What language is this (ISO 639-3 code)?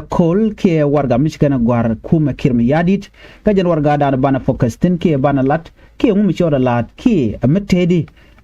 nus